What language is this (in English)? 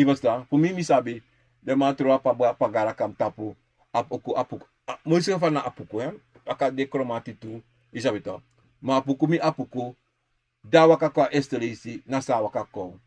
Sranan Tongo